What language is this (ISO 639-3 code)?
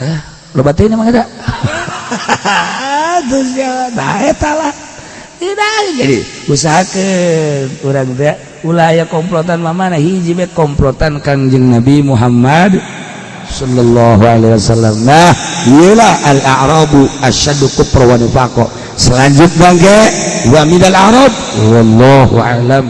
sun